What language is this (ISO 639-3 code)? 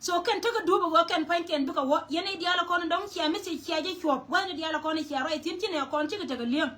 nus